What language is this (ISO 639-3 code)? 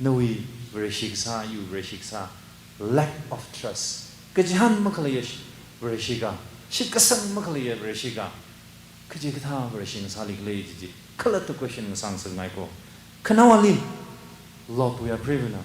nmf